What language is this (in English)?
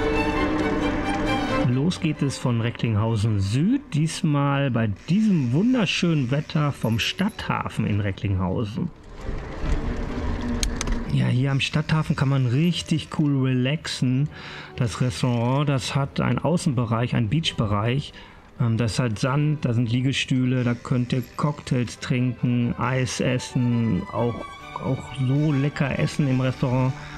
German